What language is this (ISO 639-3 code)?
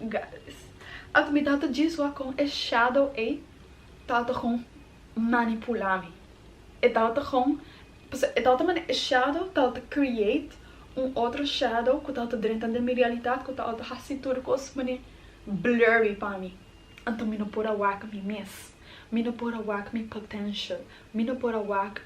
pap